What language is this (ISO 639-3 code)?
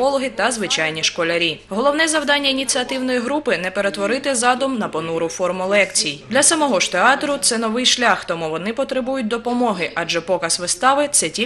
ukr